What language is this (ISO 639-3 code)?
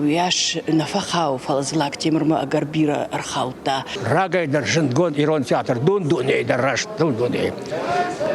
oss